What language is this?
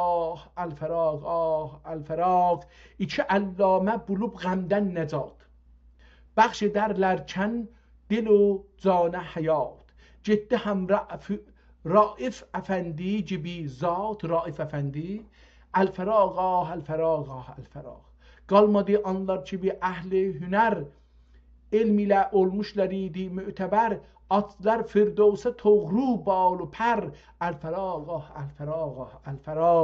South Azerbaijani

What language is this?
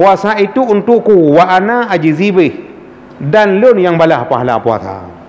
Achinese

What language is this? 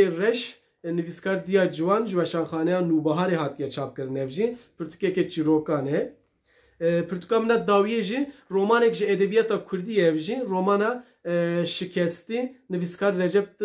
Kurdish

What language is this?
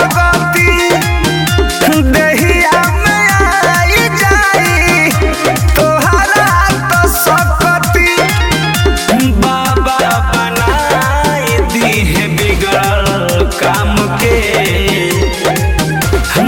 Bhojpuri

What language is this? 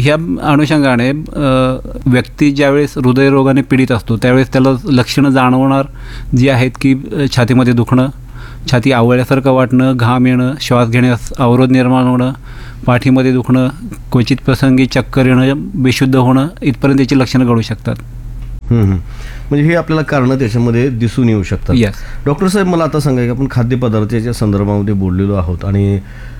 Marathi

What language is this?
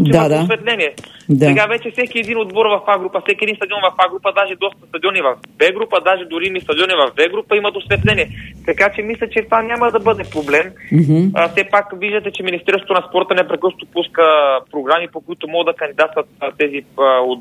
Bulgarian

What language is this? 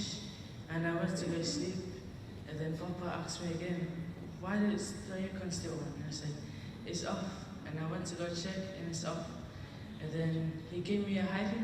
Samoan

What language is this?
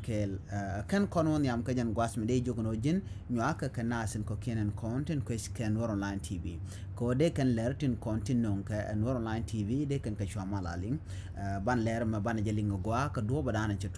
Nuer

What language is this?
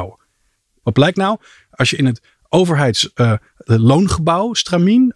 Dutch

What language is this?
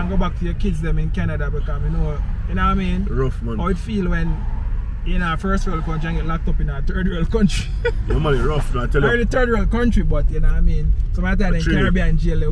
Jamaican Creole English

